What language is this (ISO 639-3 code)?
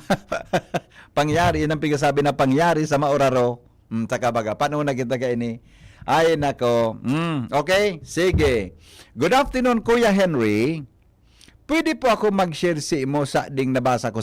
bik